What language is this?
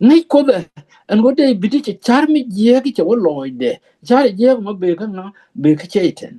Nuer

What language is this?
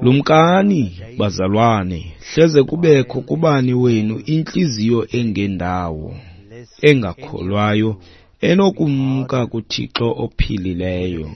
Xhosa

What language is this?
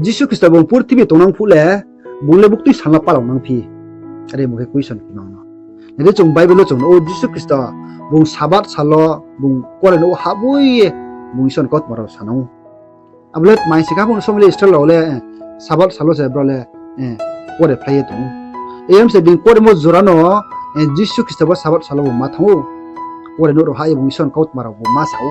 Riang (India)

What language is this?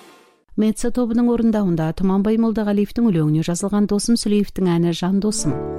Kazakh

